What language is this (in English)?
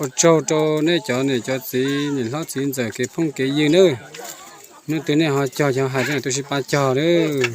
Hmong